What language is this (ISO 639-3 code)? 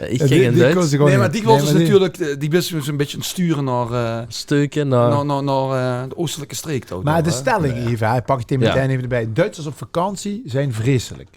lim